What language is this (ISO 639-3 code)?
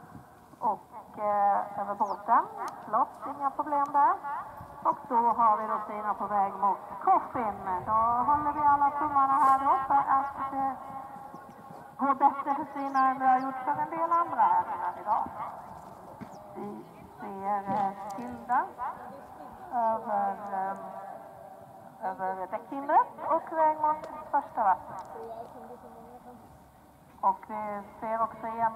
swe